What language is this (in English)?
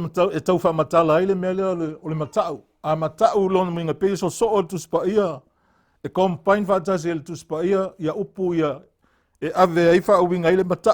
Samoan